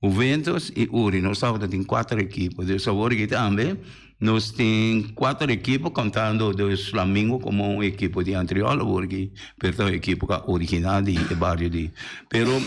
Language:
Papiamento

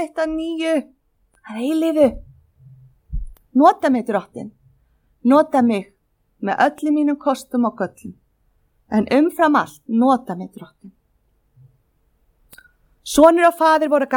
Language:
Icelandic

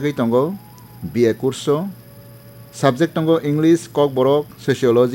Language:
Kok Borok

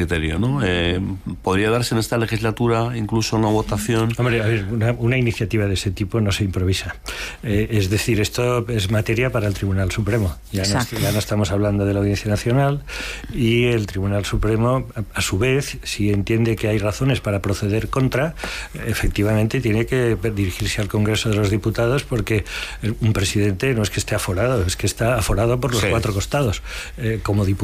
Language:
Spanish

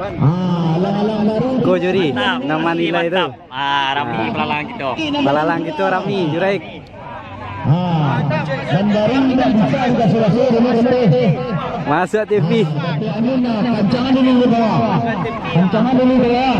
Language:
Minangkabau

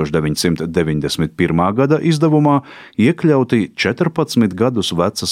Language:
Latvian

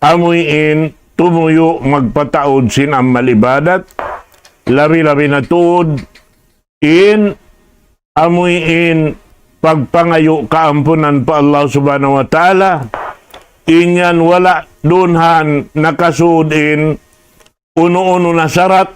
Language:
Tausug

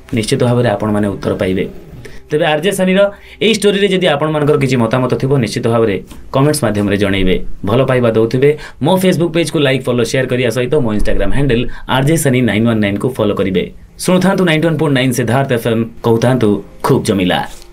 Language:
Odia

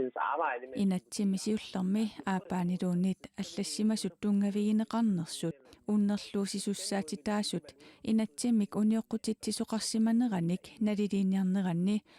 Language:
Kalaallisut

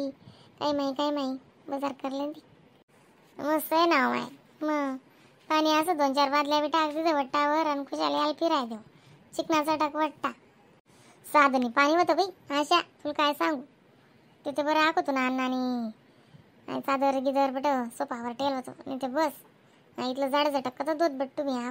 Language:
Khandesi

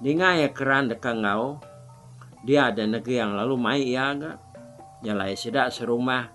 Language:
Iban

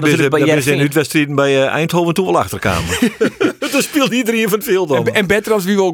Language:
Western Frisian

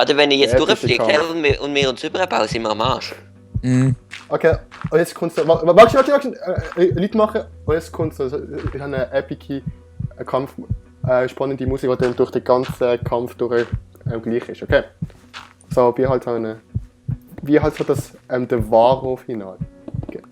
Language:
Swiss German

